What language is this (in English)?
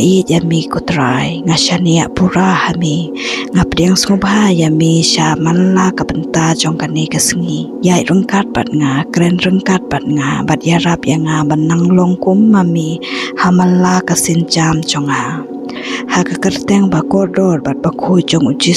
Khasi